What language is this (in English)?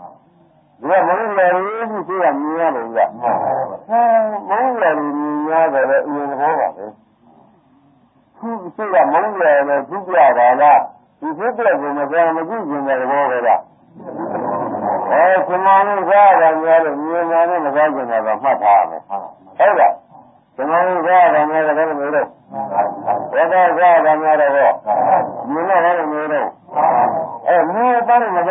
Burmese